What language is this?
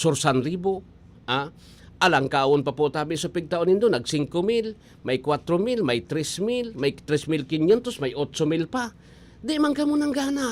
Bikol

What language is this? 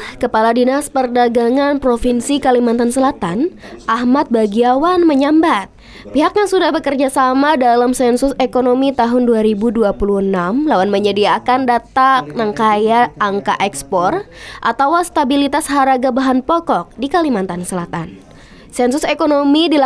Banjar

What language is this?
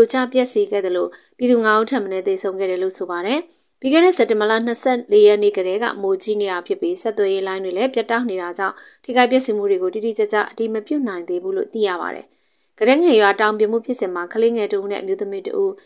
Burmese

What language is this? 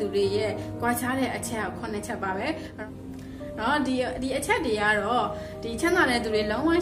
Burmese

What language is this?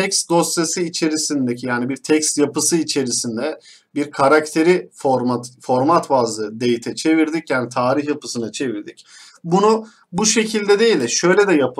Turkish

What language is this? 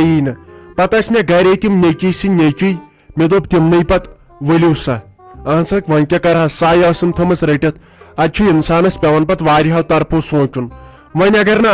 Kashmiri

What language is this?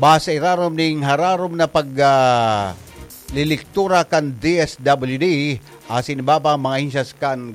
Bikol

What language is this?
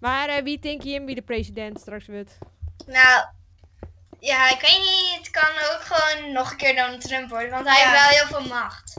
Western Frisian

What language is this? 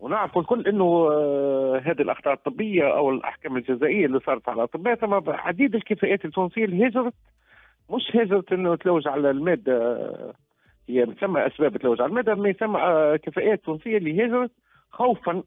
Tunisian Arabic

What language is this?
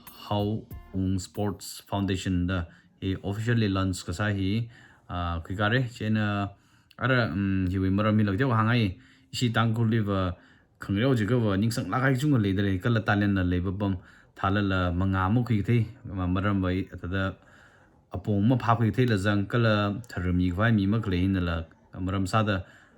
Tangkhul Naga (India)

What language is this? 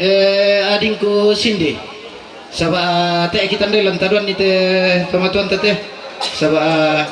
Toraja-Sa'dan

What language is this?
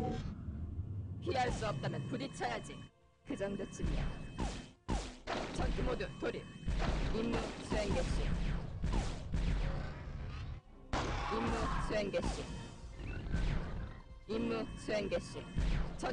Korean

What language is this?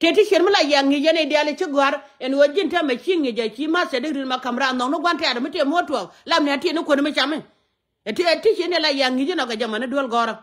Nuer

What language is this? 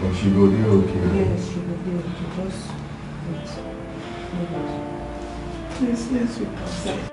Nigerian Pidgin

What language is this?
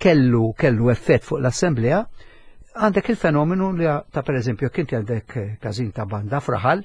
Maltese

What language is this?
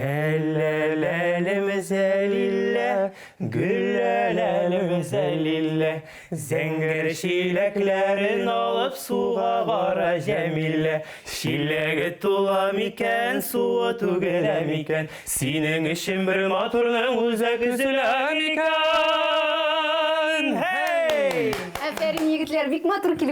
Tatar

